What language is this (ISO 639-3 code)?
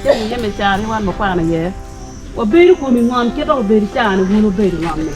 ach